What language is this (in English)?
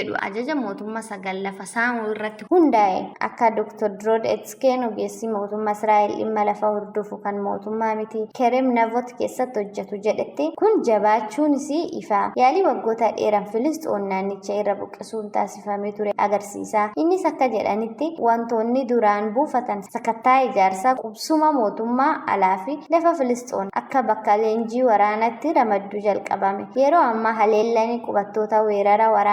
Oromo